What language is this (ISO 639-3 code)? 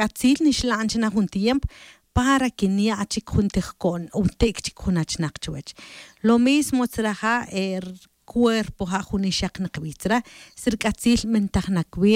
tzj